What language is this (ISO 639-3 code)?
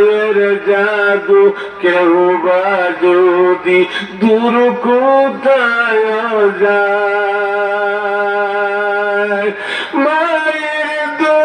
syl